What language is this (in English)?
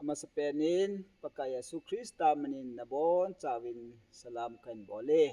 Thado Chin